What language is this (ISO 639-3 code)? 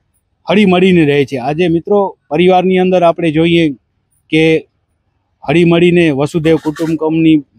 guj